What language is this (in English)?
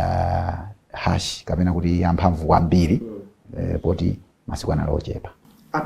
Nyanja